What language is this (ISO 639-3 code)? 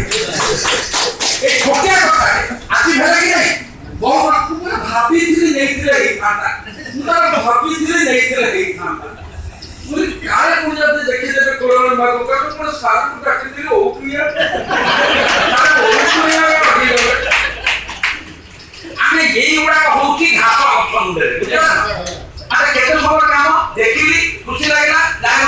ori